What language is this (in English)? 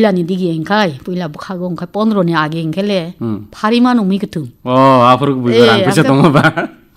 Kok Borok